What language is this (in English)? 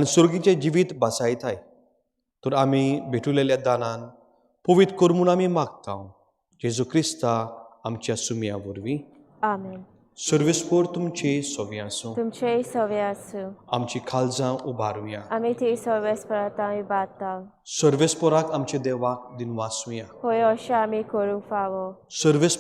Konkani